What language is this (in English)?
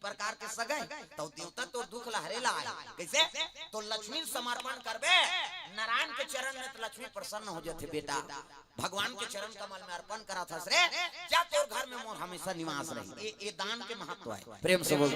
Chhattisgarhi